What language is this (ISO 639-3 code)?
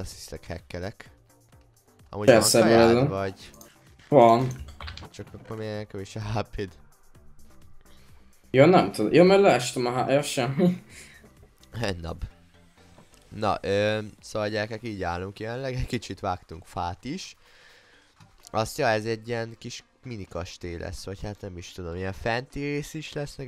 hun